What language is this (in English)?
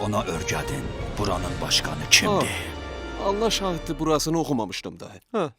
South Azerbaijani